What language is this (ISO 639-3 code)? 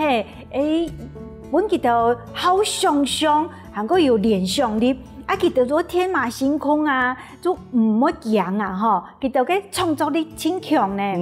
hak